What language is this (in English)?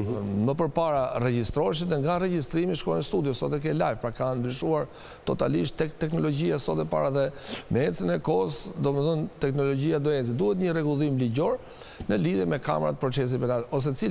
Albanian